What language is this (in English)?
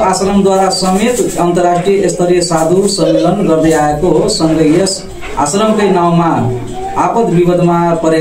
Nepali